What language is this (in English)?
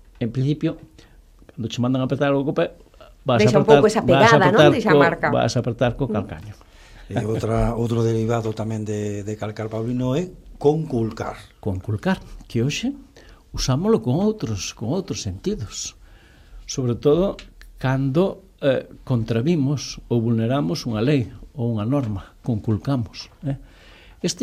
Galician